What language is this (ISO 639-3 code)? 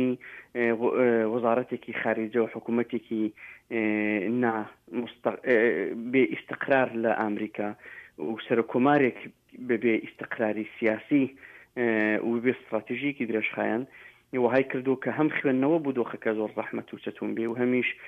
ckb